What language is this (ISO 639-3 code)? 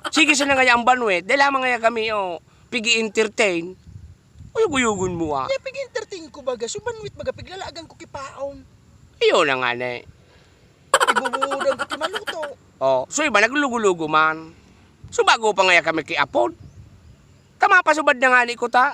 bik